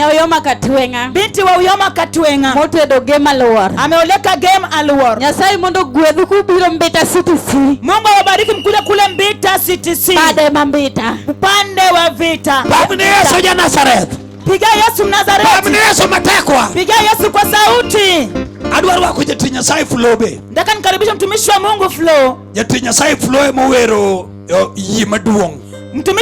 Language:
Luo (Kenya and Tanzania)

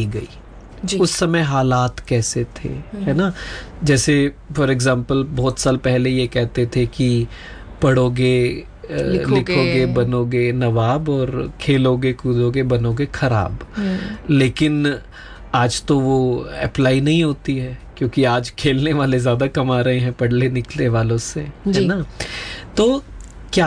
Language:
Hindi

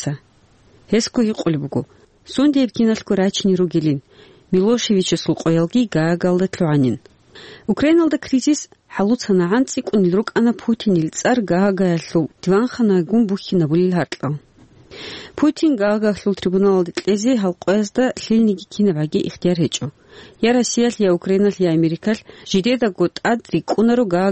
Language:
Avaric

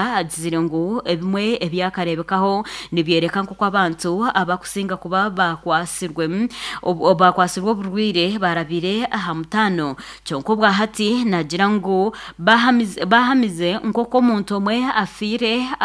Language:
Nyankole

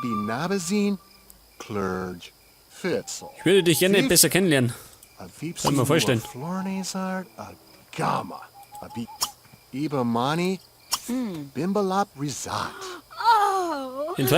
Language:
Bavarian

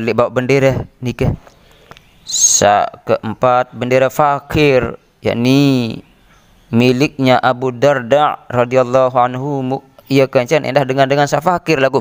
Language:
Sasak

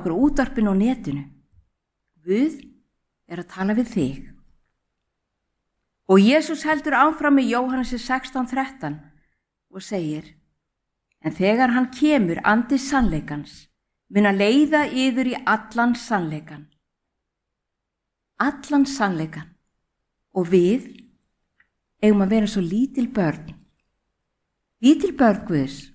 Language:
Icelandic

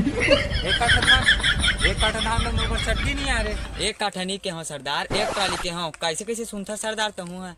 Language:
Chhattisgarhi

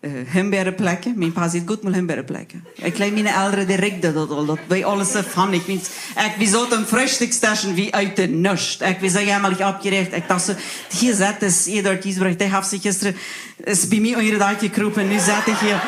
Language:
Plautdietsch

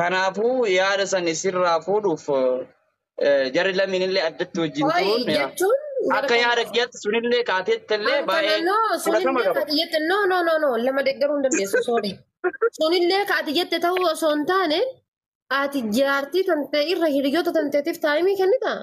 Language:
Oromo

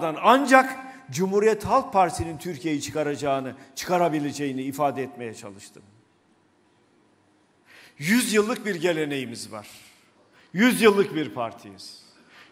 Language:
Turkish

